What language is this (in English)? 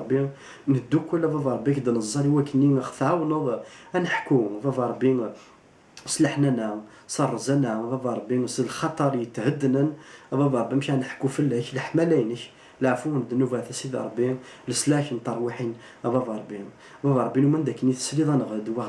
Kabyle